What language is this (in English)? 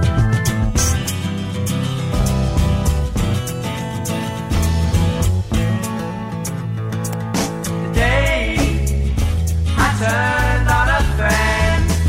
Greek